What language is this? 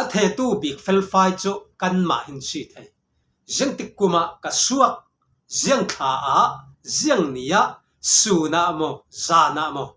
Falam Chin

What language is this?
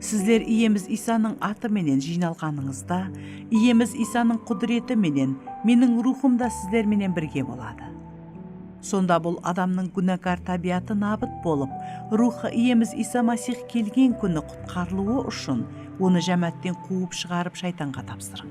Kara-Kalpak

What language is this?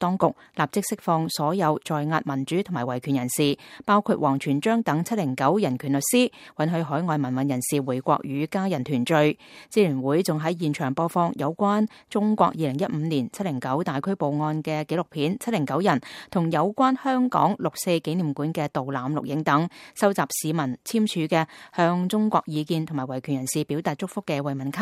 Cantonese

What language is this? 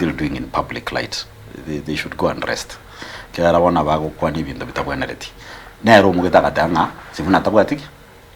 Gusii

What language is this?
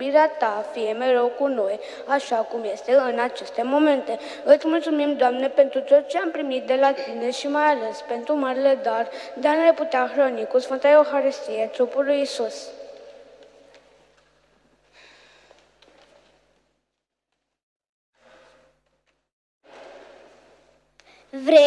Romanian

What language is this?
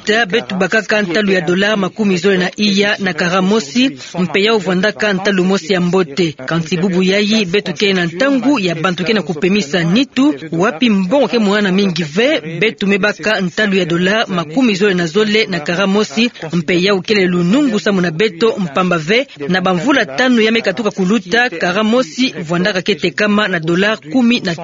Kituba (Democratic Republic of Congo)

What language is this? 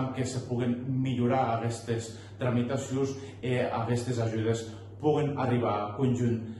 Occitan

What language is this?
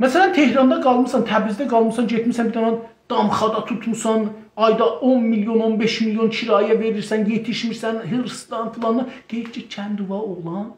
South Azerbaijani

